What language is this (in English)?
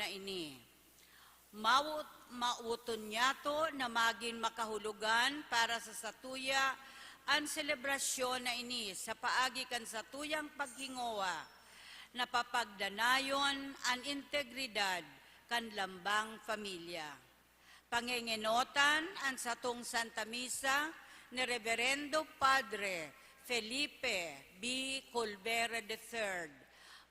Bikol